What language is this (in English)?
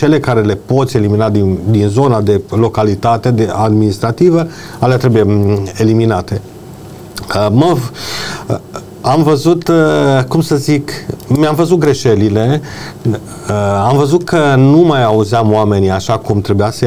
Romanian